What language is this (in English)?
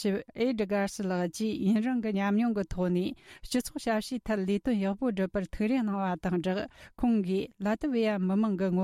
Tibetan